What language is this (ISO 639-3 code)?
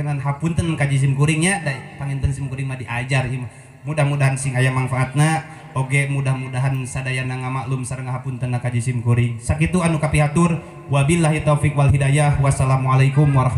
sun